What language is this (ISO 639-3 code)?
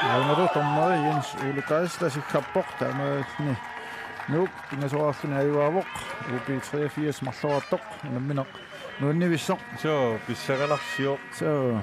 kal